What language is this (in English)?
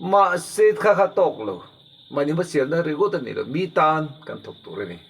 Mizo